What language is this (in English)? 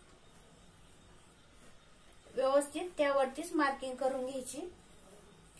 Marathi